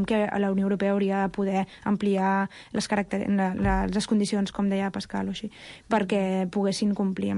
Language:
Catalan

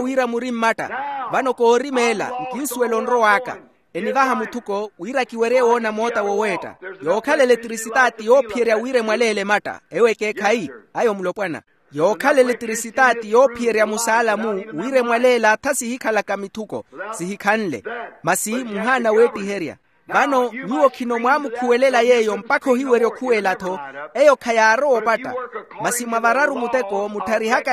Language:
Makhuwa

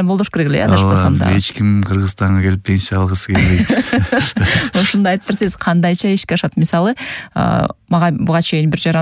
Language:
Kyrgyz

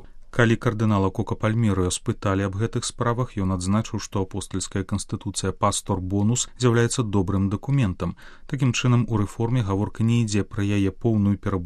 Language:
Belarusian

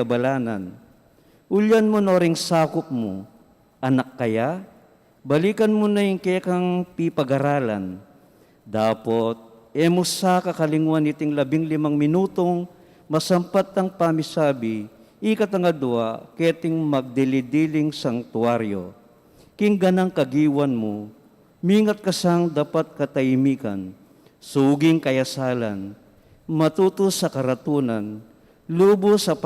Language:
Pampanga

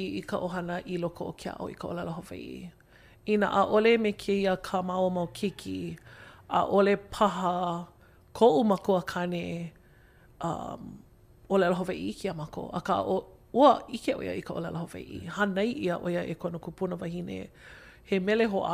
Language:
Hawaiian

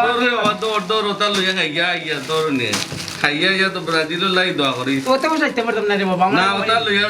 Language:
Sylheti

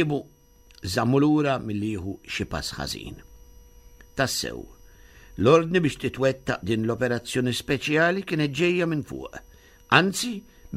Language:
Maltese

